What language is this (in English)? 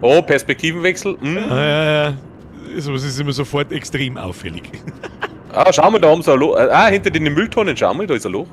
Bavarian